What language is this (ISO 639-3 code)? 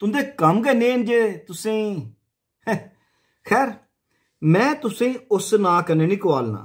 doi